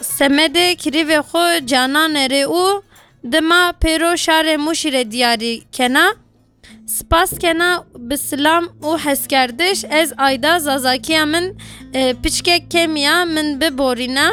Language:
Kurdish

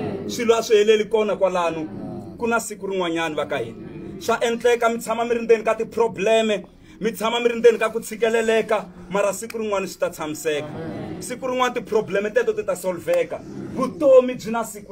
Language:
Tsonga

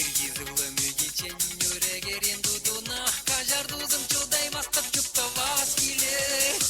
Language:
Chuvash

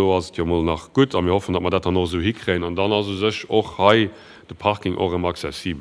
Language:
Luxembourgish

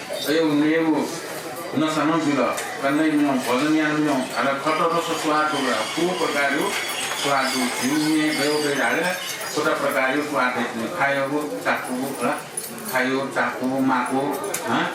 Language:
Newari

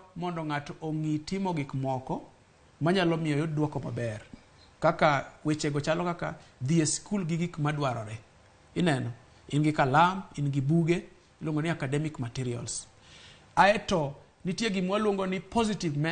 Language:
Luo (Kenya and Tanzania)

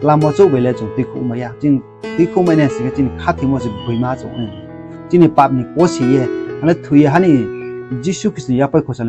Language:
Riang (India)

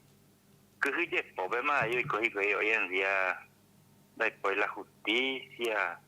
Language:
Guarani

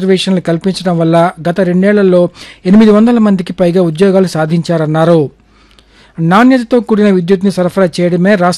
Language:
Telugu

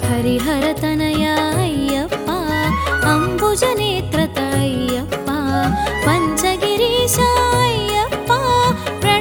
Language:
Telugu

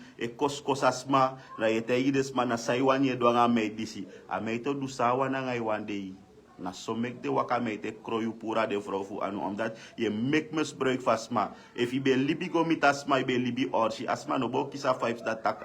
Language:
Sranan Tongo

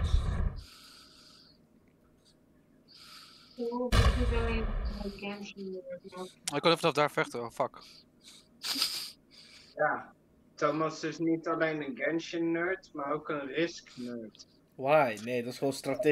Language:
Dutch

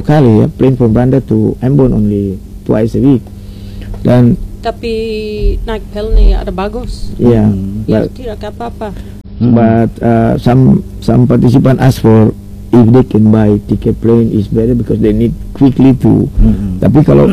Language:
Indonesian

